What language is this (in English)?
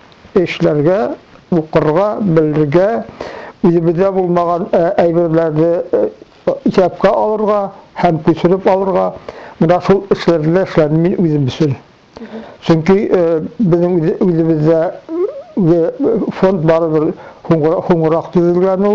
Bashkir